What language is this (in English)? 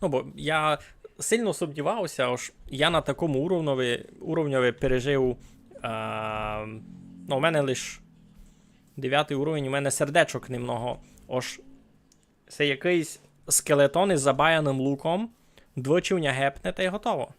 Rusyn